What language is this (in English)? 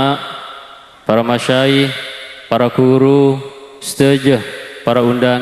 Madurese